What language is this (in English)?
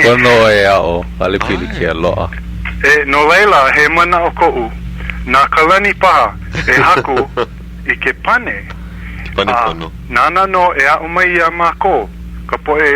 Hawaiian